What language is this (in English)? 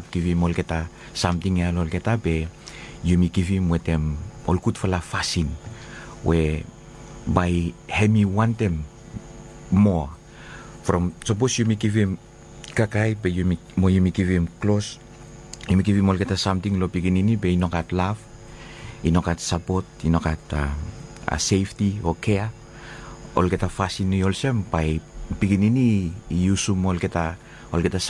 Bislama